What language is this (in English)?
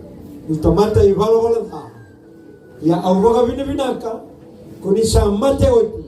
Fijian